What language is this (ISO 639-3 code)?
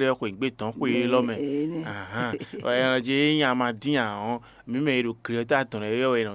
fon